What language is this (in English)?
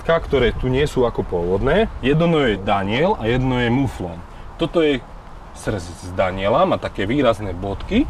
Slovak